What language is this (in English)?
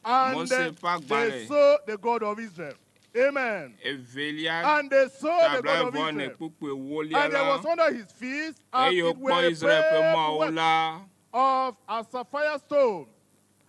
Ewe